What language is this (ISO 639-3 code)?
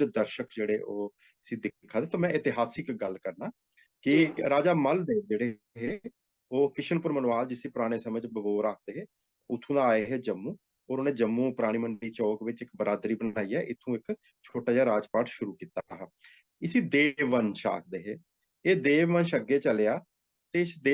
doi